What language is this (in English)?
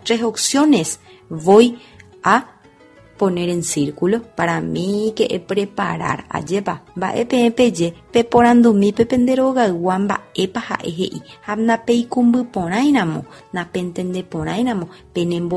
Guarani